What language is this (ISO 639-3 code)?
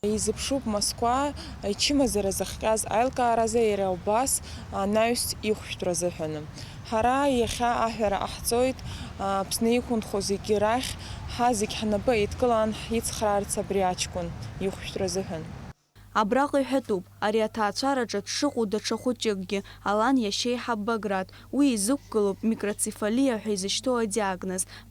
abk